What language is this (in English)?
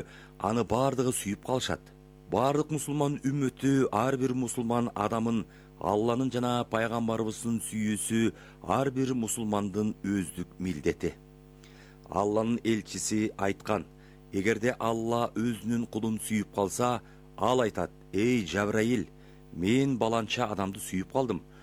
Kyrgyz